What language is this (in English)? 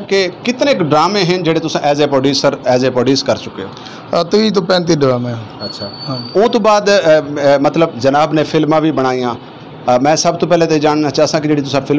Saraiki